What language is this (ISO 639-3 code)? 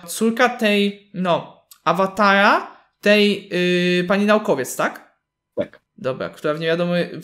pol